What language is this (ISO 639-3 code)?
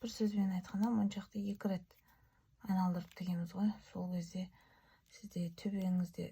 kaz